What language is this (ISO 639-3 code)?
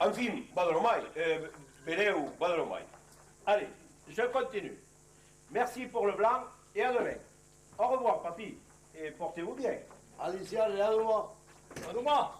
oci